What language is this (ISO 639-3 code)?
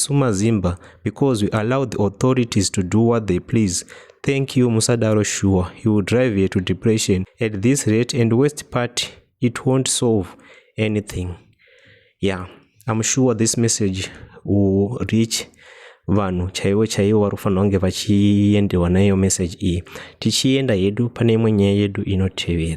sna